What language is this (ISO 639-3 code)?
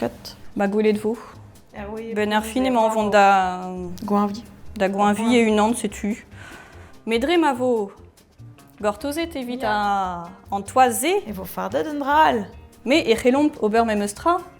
bre